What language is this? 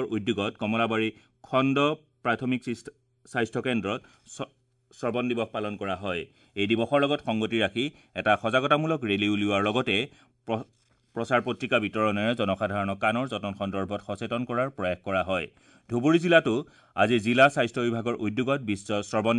Assamese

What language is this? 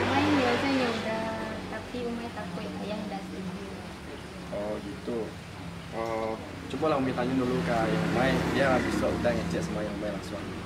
Minangkabau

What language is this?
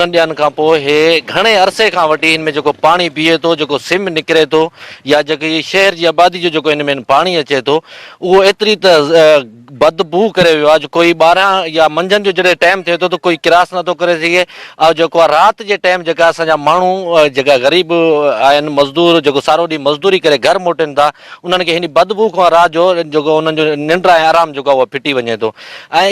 Sindhi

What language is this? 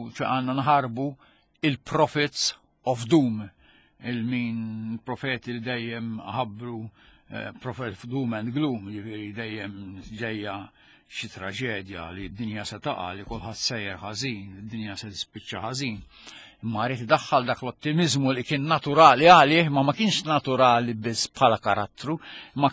Maltese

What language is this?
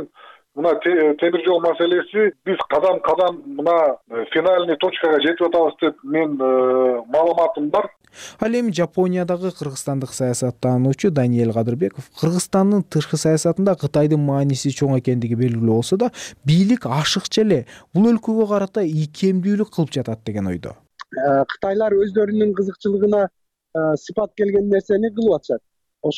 Kyrgyz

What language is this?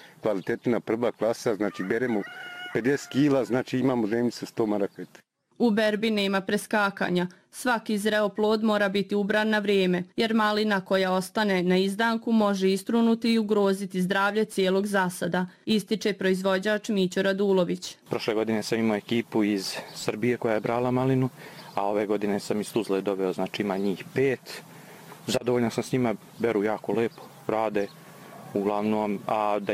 Bosnian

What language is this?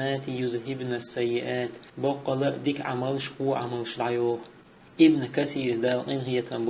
Chechen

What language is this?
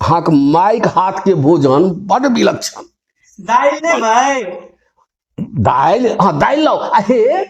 Maithili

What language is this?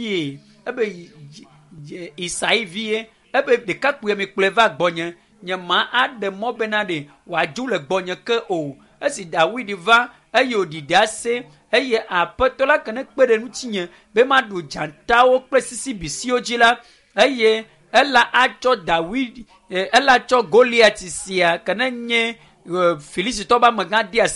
Ewe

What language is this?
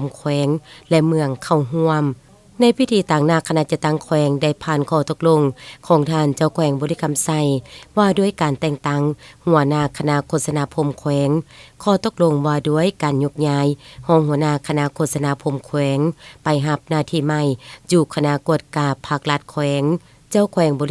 Lao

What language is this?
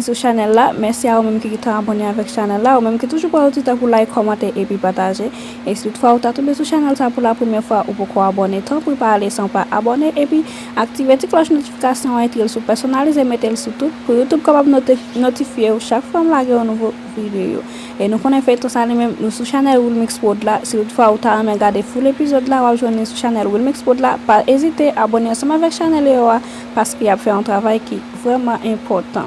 Haitian Creole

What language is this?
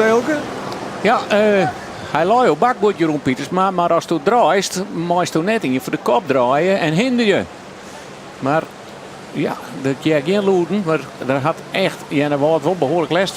Western Frisian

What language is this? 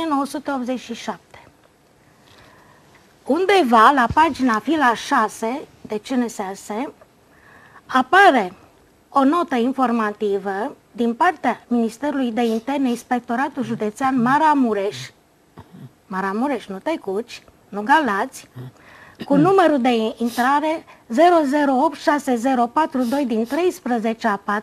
Romanian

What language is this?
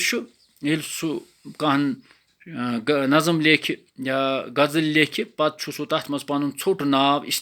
Kashmiri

